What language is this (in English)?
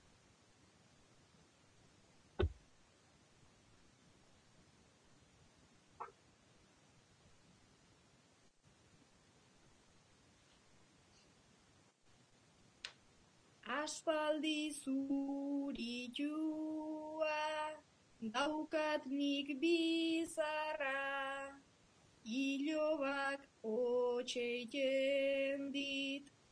Basque